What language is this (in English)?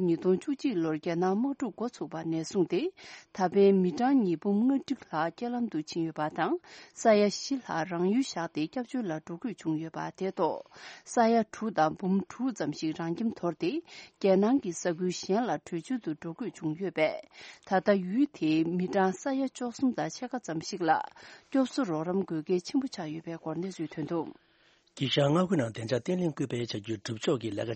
Tibetan